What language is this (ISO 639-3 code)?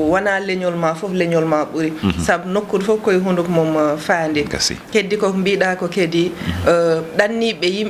ful